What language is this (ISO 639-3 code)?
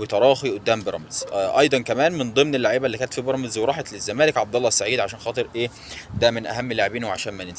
arz